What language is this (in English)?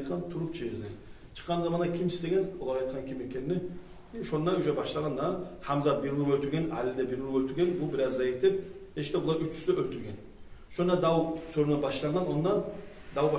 Kumyk